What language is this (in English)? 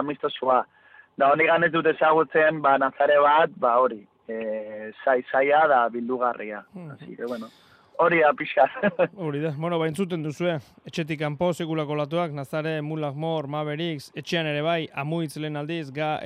Basque